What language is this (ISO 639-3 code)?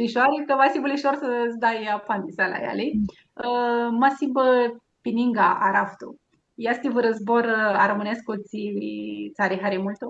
rup